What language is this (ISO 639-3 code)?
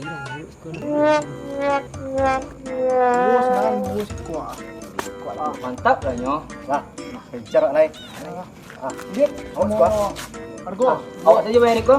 min